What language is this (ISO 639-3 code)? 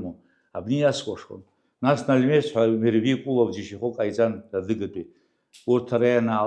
abk